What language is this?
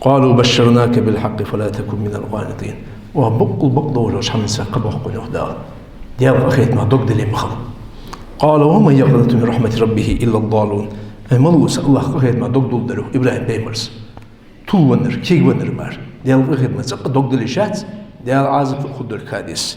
Ingush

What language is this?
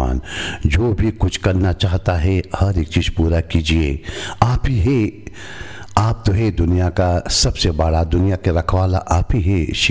Hindi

